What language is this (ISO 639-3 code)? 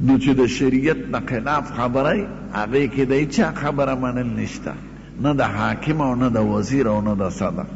pus